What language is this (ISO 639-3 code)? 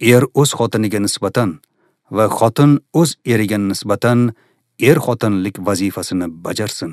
uzb